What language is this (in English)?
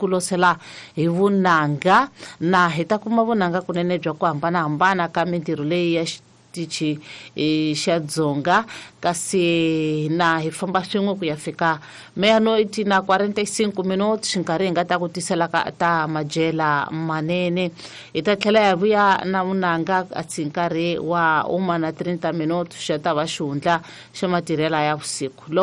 Tsonga